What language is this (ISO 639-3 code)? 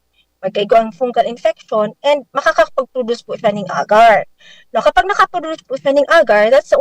bik